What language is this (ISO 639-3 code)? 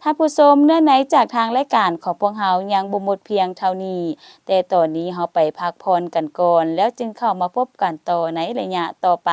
lao